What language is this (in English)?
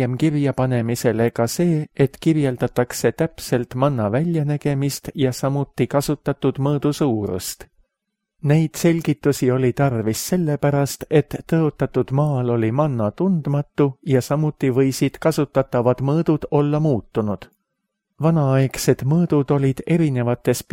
Estonian